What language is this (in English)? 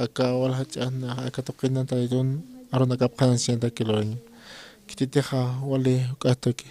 Aymara